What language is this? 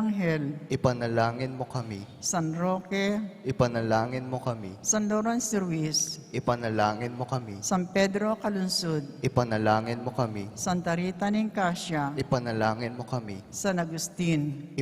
Pampanga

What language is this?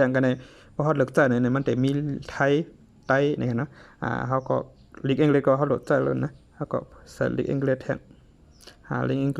Shan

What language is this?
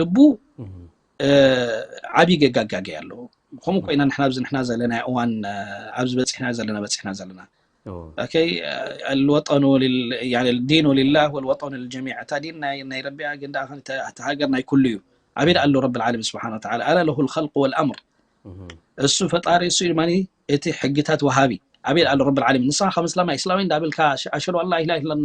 Tigrinya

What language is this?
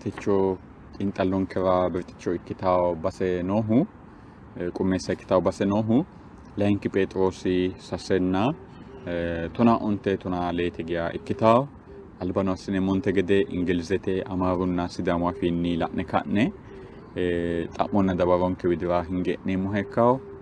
Sidamo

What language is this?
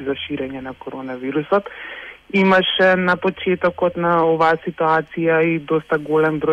Macedonian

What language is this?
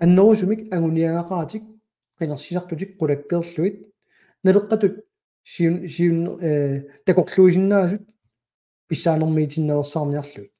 Kalaallisut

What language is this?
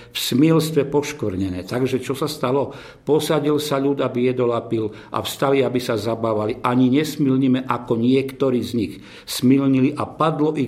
Slovak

